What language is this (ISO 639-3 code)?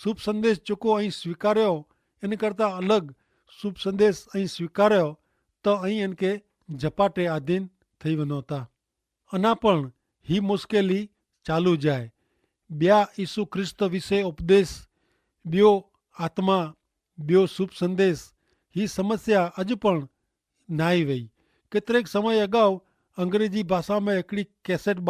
kfr